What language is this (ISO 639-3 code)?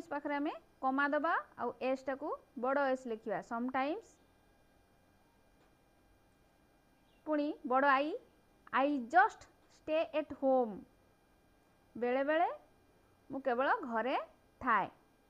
ori